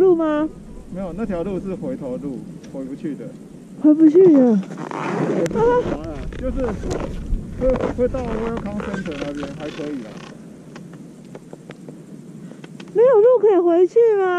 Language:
Chinese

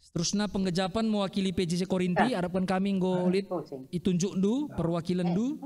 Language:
Batak Karo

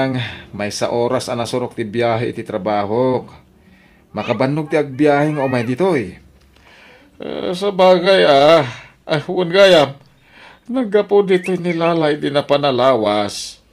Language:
Iloko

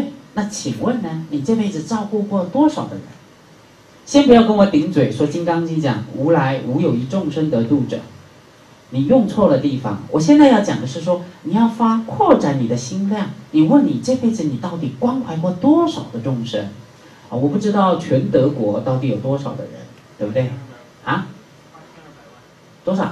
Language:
Chinese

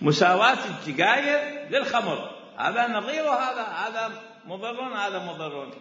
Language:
Mesopotamian Arabic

